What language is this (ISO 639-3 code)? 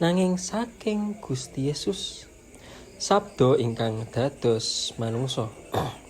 jav